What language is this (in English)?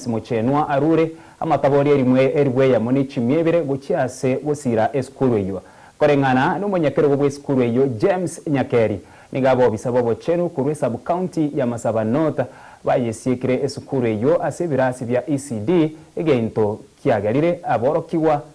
Gusii